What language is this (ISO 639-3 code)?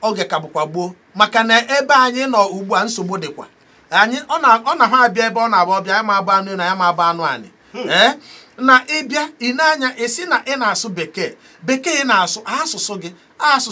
ibo